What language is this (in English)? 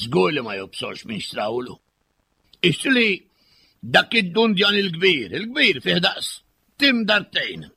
Maltese